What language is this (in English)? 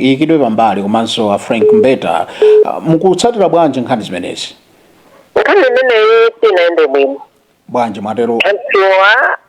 Nyanja